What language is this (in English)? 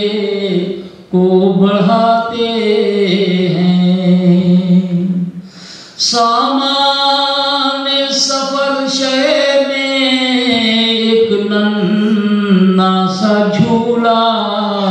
Urdu